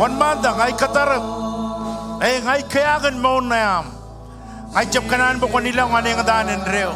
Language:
Marshallese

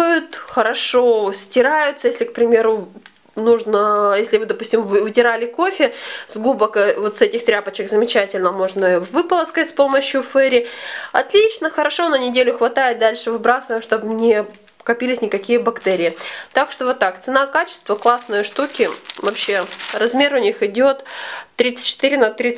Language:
Russian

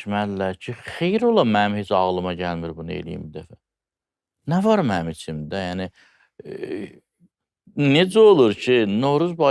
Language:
Azerbaijani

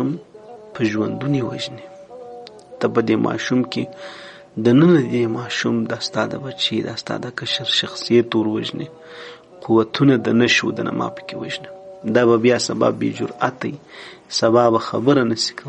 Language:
Pashto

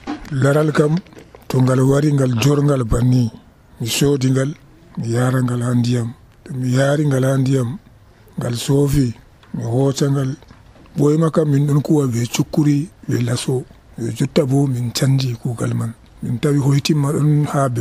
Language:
Nigerian Fulfulde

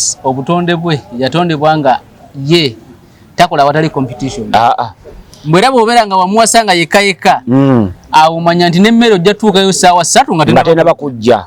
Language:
Ganda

